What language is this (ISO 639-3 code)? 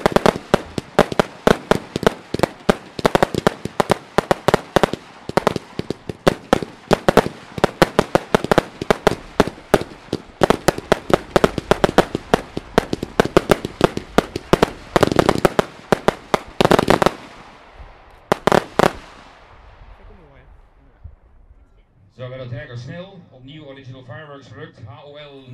nld